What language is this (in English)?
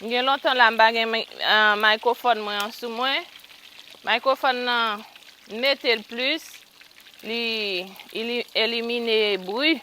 Haitian Creole